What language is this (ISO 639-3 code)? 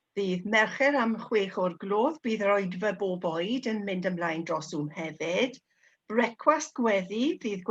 cym